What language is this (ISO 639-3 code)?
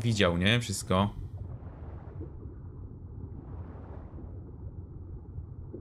pol